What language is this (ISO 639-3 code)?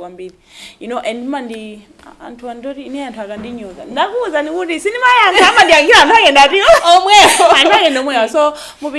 nya